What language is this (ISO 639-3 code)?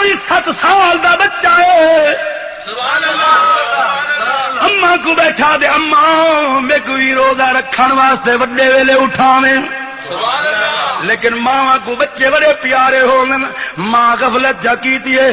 skr